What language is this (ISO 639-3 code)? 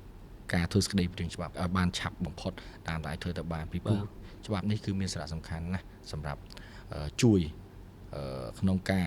khm